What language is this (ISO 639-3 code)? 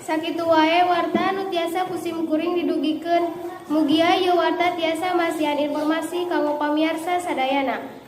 sun